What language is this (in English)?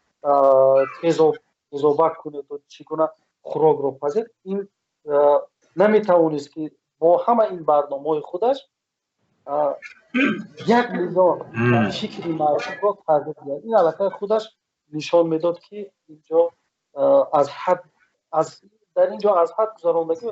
Tajik